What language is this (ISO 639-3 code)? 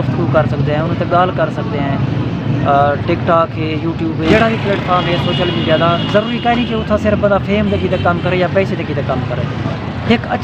skr